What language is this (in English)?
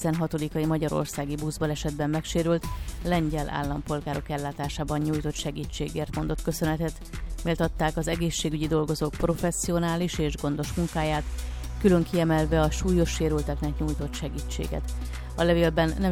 Hungarian